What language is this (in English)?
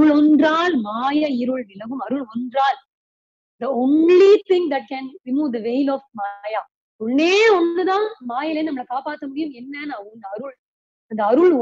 Tamil